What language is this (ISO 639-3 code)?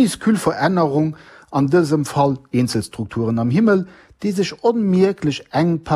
ltz